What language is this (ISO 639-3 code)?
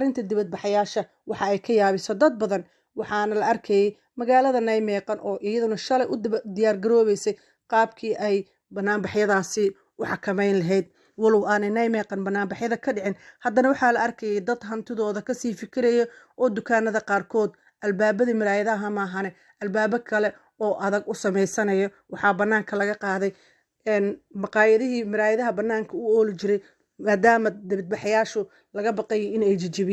som